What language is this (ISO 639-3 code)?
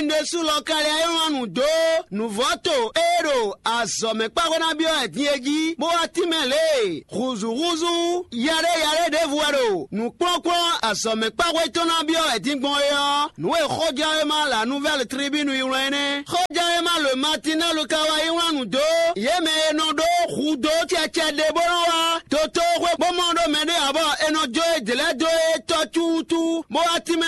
fon